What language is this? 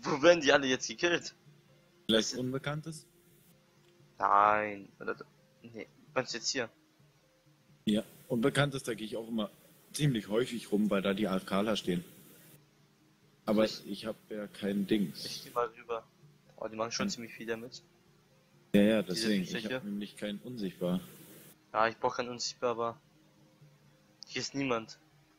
German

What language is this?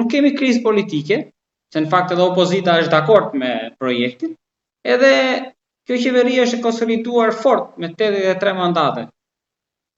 Albanian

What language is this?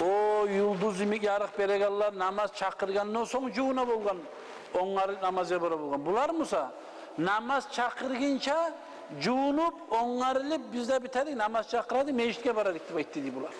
Kumyk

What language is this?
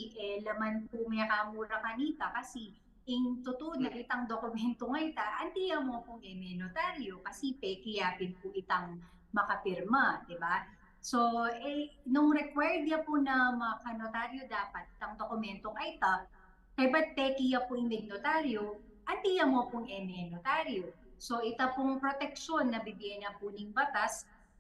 Pampanga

